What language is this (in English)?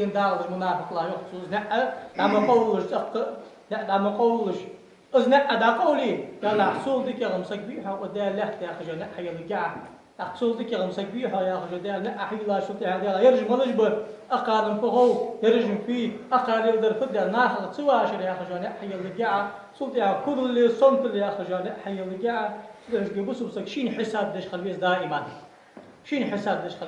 Ingush